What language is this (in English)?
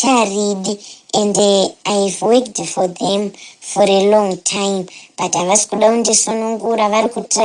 Shona